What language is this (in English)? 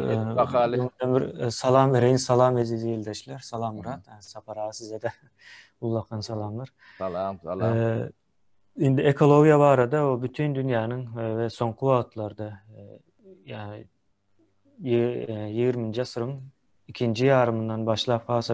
Turkmen